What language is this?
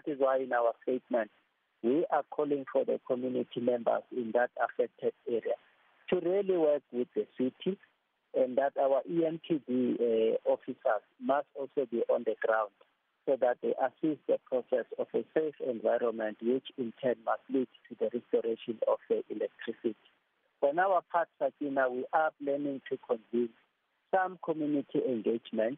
English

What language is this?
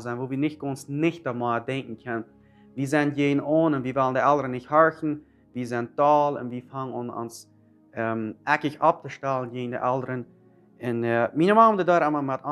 Plautdietsch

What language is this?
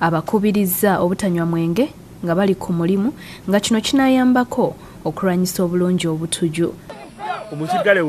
Ganda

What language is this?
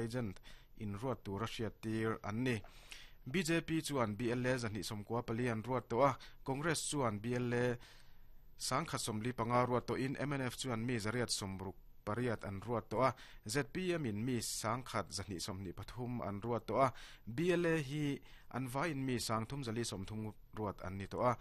Mizo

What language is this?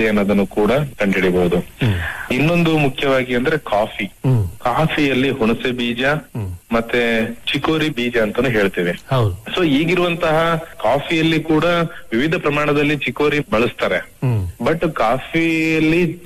Kannada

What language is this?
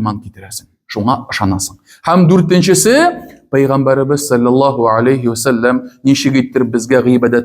Tatar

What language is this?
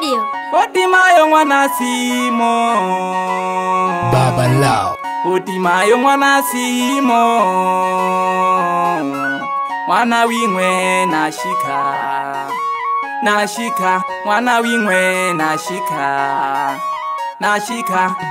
Swahili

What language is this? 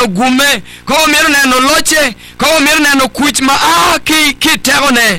Acoli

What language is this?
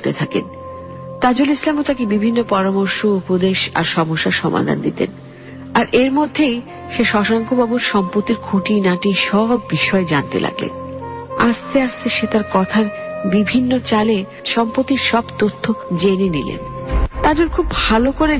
Bangla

